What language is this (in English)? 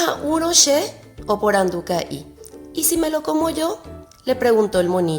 Guarani